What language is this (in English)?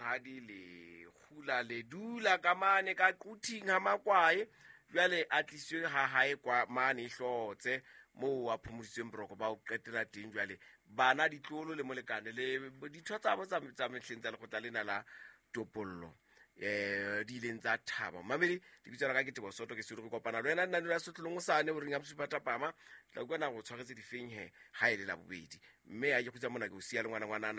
Southern Sotho